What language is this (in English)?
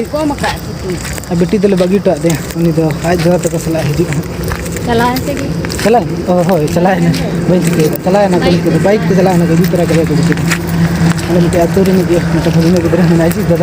Santali